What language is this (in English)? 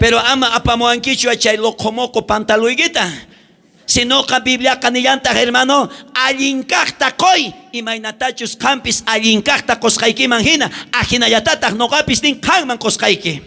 South Bolivian Quechua